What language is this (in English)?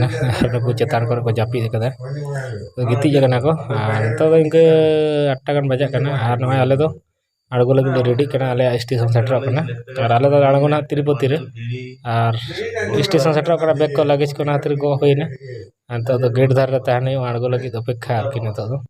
Santali